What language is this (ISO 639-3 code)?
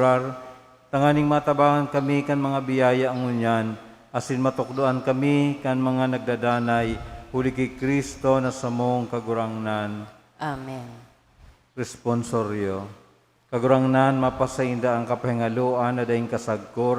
bik